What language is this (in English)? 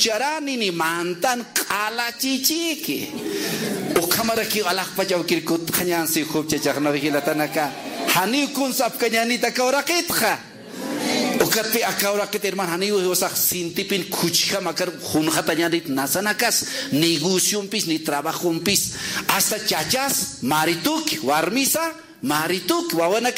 Aymara